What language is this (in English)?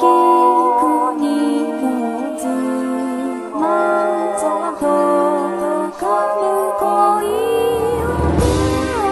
Japanese